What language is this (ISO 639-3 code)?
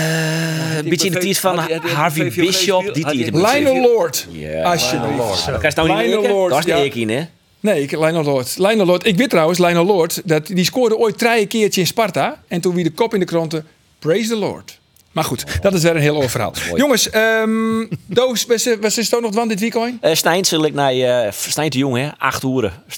fry